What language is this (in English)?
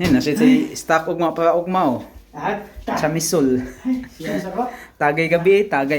Cebuano